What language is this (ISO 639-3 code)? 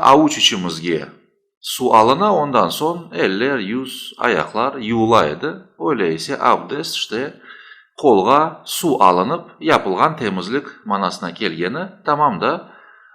crh